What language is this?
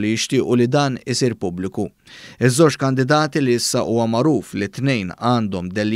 Maltese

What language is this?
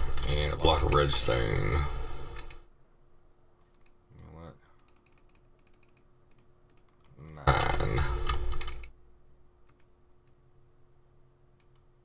English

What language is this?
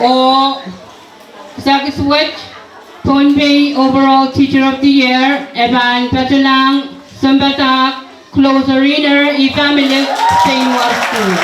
Pohnpeian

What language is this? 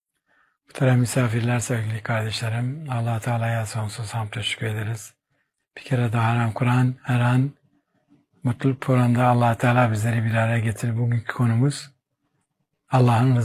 Turkish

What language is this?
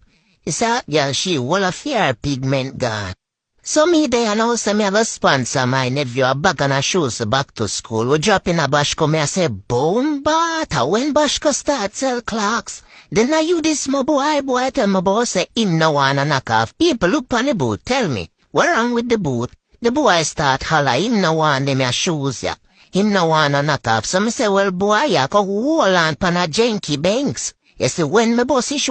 Jamaican Creole English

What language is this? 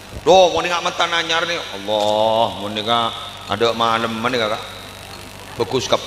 Madurese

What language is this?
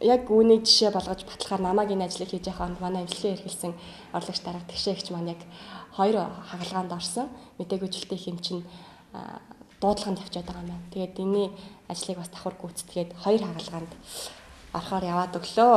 Mongolian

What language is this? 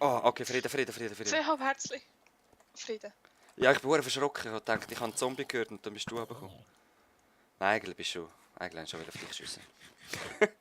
Swiss German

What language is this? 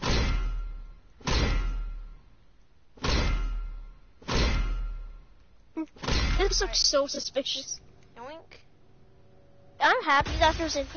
English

